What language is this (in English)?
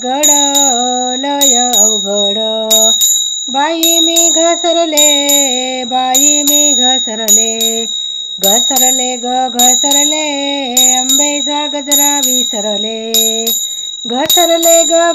Marathi